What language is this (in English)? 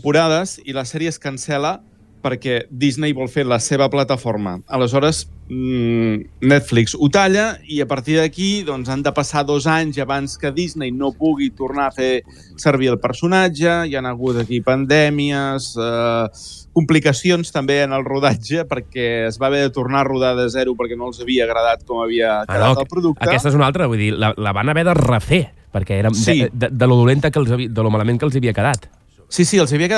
Catalan